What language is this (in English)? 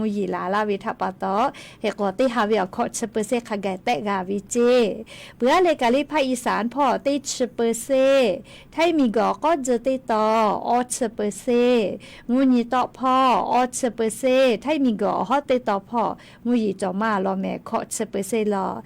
Lahu